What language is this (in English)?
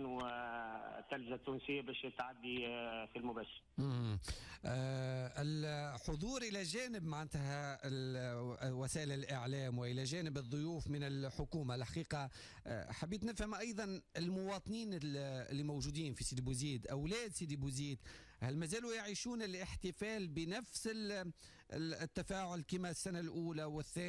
Tunisian Arabic